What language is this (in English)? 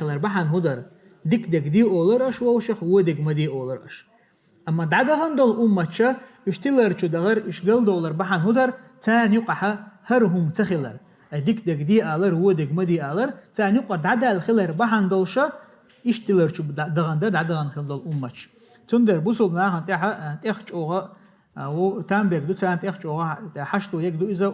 Chechen